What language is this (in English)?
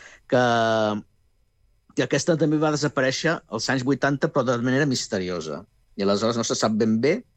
Catalan